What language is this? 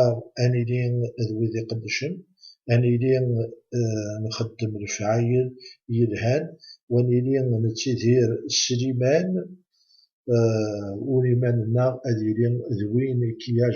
Kabyle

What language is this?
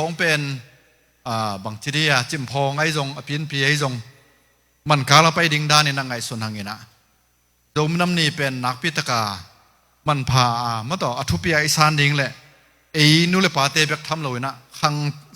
Tedim Chin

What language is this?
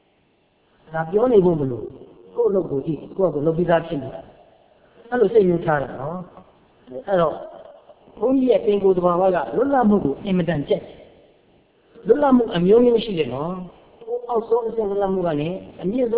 Burmese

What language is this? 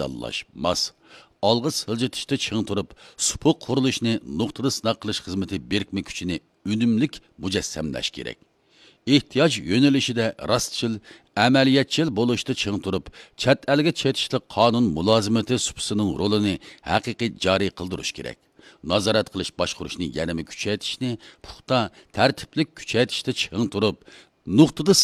Uyghur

